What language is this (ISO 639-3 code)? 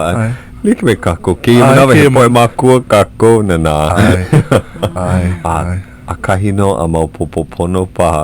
haw